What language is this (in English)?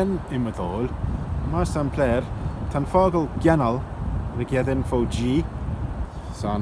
Manx